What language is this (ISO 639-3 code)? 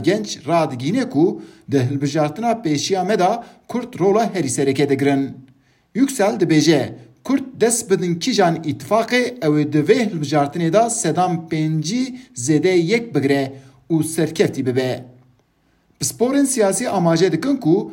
kur